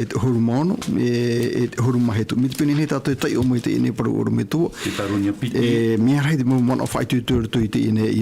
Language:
Tahitian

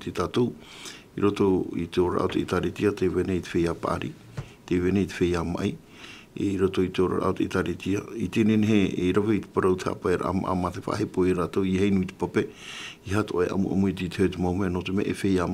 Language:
Tahitian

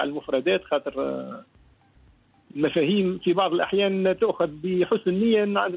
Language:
Tunisian Arabic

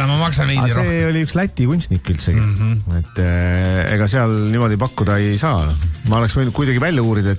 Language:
Estonian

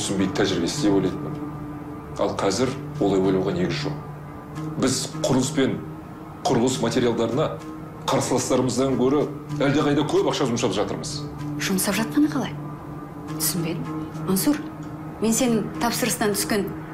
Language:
Kazakh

